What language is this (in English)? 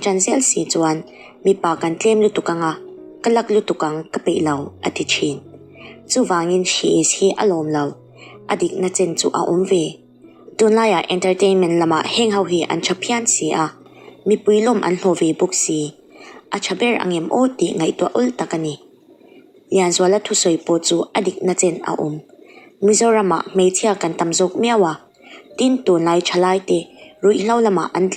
Mizo